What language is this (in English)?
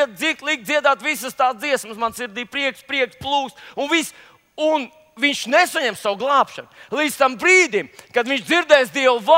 Latvian